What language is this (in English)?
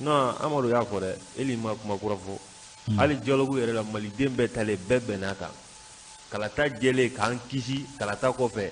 Bambara